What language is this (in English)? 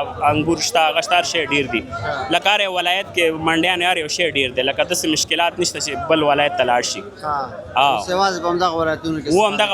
Pashto